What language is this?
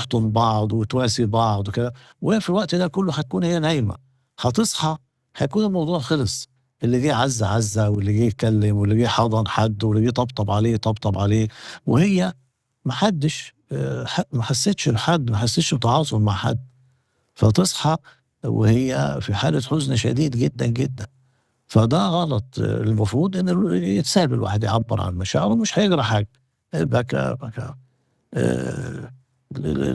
Egyptian Arabic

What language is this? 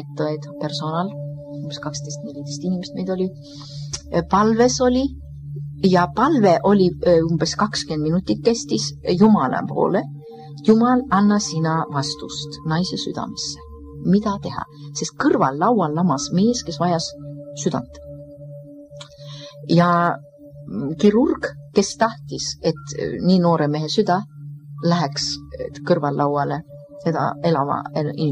Estonian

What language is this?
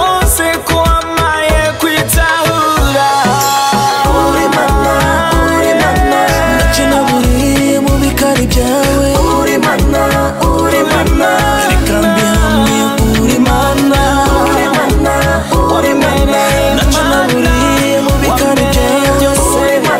Kinyarwanda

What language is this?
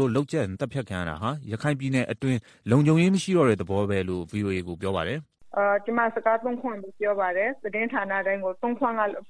Burmese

